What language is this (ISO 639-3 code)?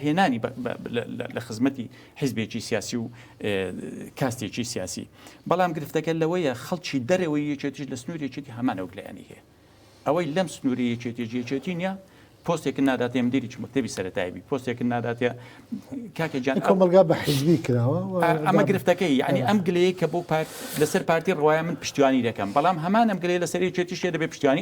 ckb